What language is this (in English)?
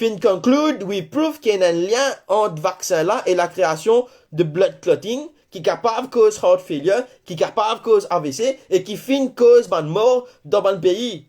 Morisyen